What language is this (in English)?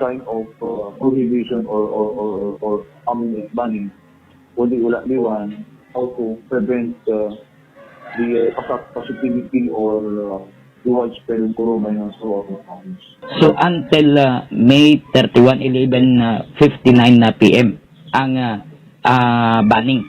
Hiligaynon